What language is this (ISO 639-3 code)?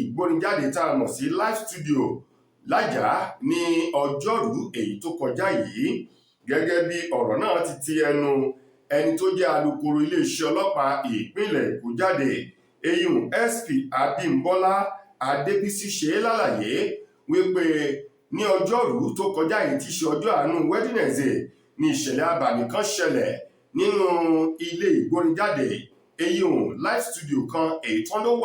yor